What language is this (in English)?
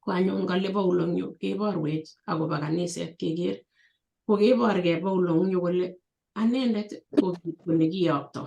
Kalenjin